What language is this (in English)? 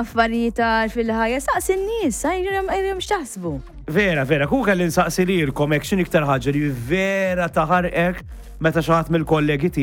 Maltese